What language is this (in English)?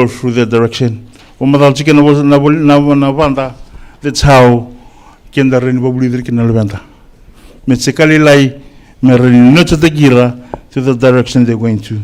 Fijian